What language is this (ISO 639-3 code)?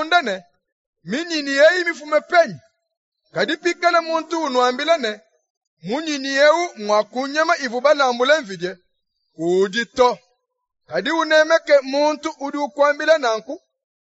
lua